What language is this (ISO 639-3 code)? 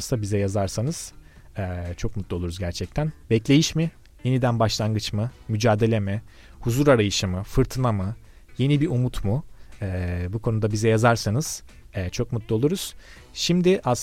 tur